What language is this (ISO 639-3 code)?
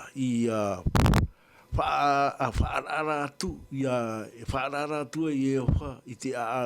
tah